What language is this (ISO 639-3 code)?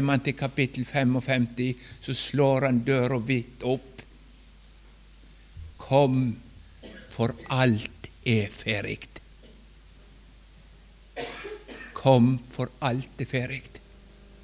nor